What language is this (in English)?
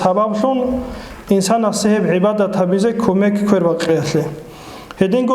Avaric